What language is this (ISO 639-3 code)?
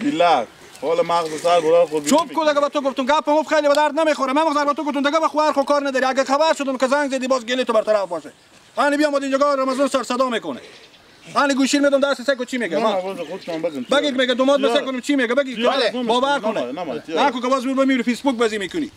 fas